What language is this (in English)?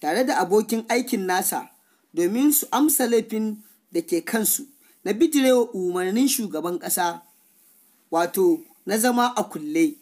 Hausa